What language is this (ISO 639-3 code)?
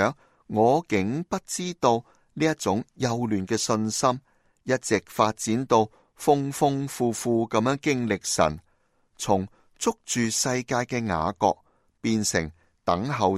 yue